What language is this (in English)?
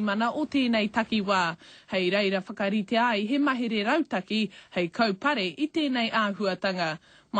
Māori